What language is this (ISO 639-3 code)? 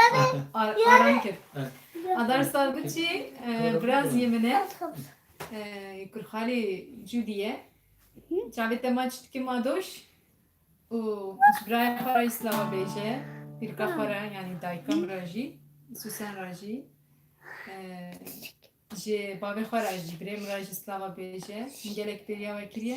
kur